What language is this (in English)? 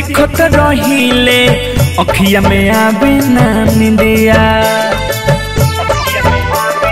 Bhojpuri